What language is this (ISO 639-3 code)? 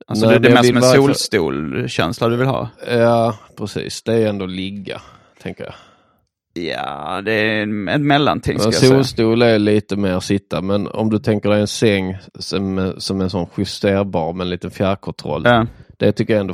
swe